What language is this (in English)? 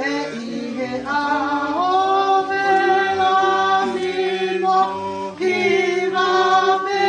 Tongan